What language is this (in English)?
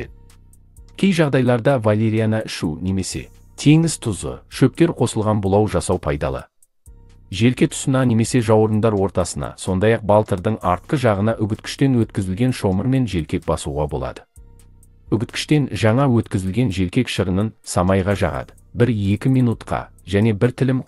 Kazakh